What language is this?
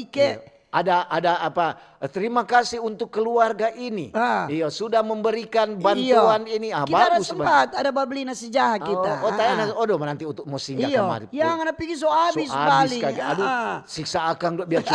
Manado Malay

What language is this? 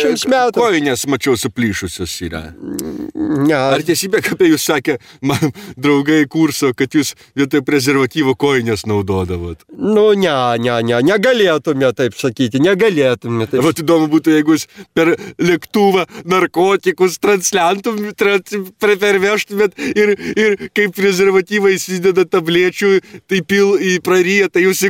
Lithuanian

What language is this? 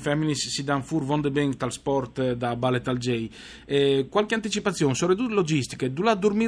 Friulian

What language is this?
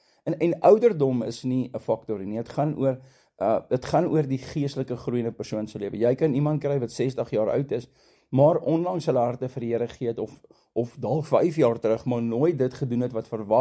Afrikaans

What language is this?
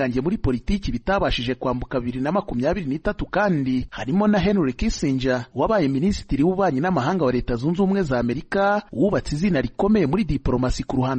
Kinyarwanda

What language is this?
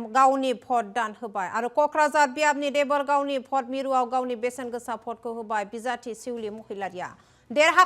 Bodo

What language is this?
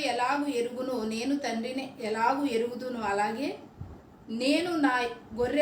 Koya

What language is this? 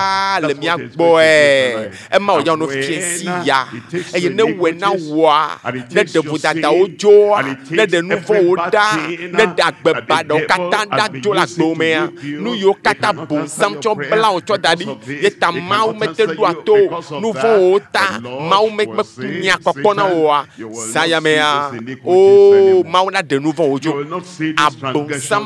Ewe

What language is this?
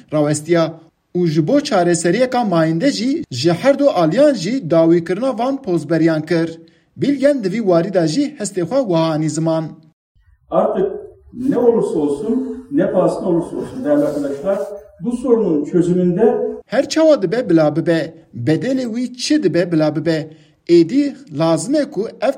Kurdish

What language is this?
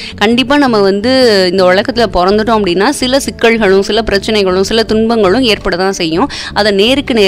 Tamil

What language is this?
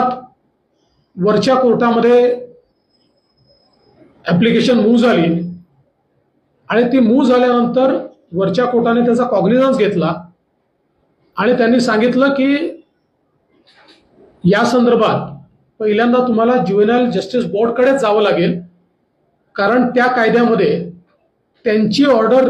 Marathi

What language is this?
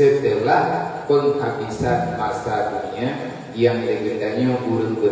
Achinese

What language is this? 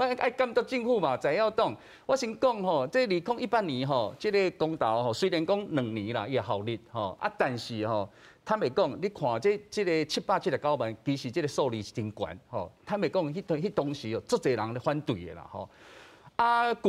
Min Nan Chinese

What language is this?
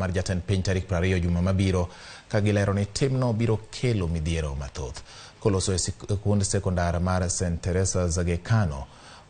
Luo (Kenya and Tanzania)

